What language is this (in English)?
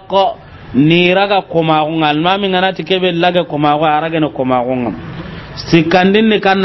Soninke